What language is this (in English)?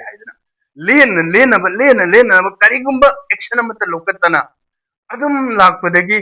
Manipuri